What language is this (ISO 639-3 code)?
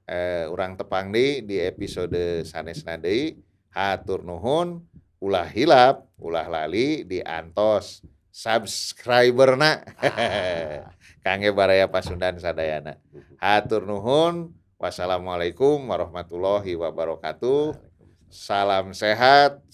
sun